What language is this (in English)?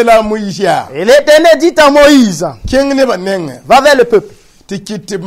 Mossi